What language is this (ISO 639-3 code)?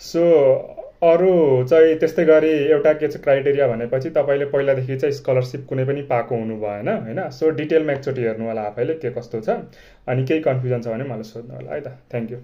nep